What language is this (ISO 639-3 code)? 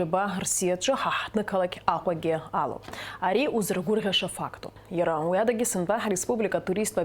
abk